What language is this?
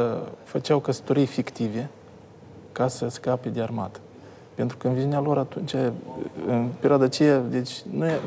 Romanian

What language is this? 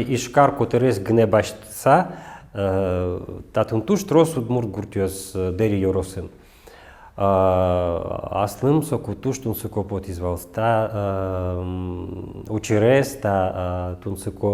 Udmurt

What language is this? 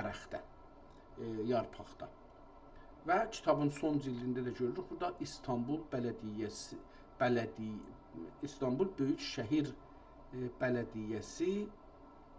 South Azerbaijani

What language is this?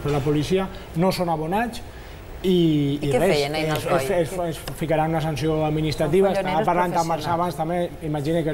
Catalan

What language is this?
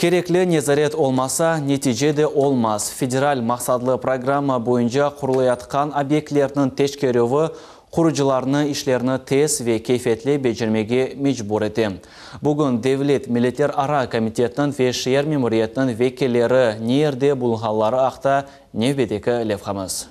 Crimean Tatar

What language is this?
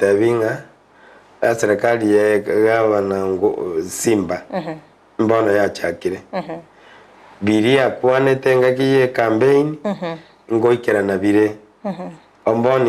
Gusii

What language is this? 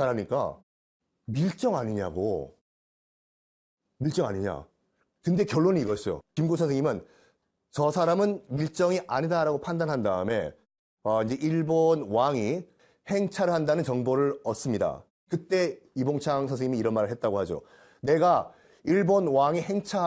Korean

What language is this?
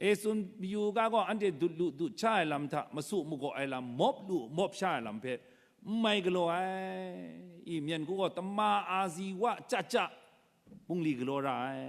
Kachin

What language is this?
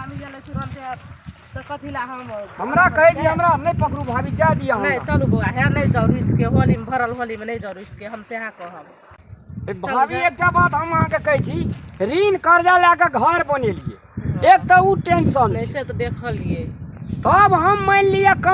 Maithili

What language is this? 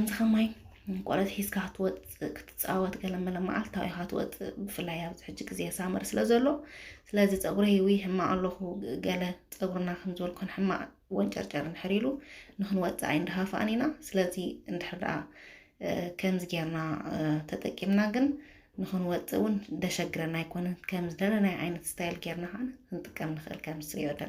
Tigrinya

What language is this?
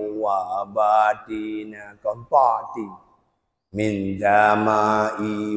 Achinese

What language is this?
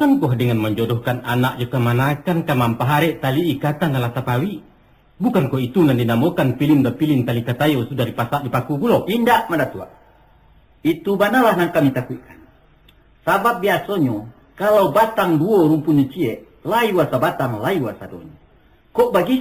Minangkabau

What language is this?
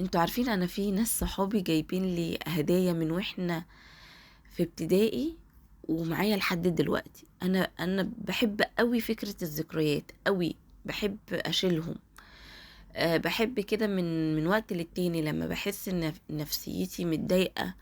Egyptian Arabic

